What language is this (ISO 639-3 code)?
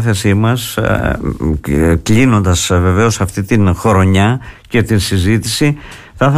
ell